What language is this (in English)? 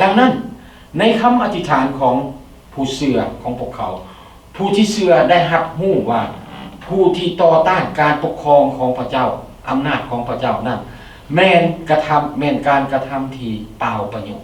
Lao